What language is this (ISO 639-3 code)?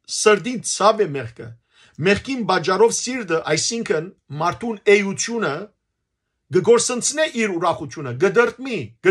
hyw